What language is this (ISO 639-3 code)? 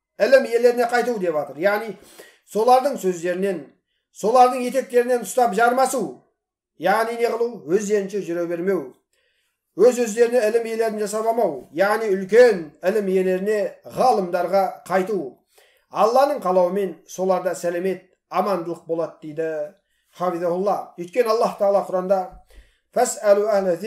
kaz